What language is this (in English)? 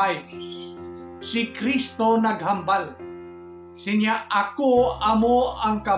Hiligaynon